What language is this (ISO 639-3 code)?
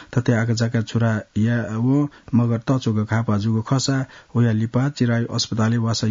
new